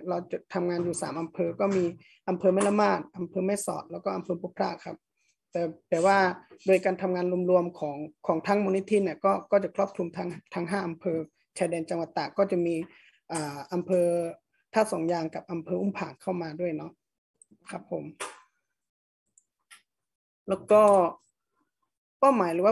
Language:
Thai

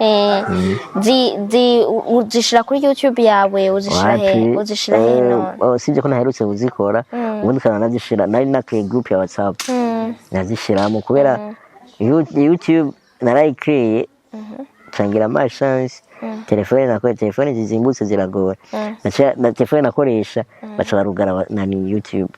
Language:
Rundi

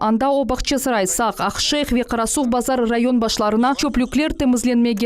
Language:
Crimean Tatar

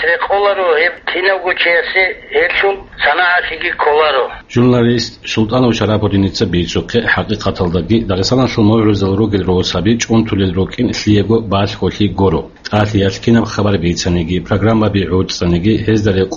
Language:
Avaric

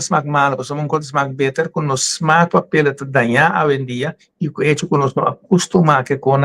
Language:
Papiamento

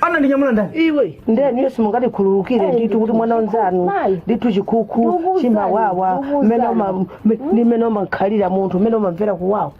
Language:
Nyanja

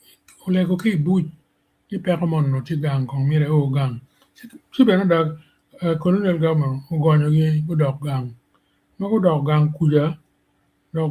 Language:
Acoli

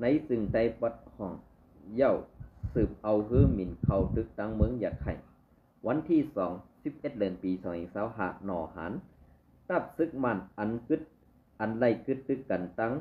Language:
Shan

